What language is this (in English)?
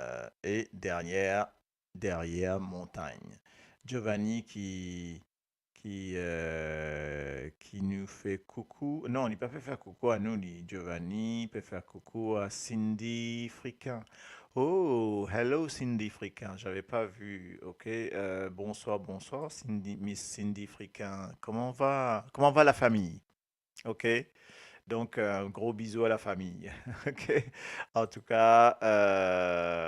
Morisyen